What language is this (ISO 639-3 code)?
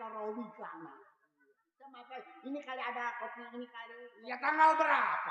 bew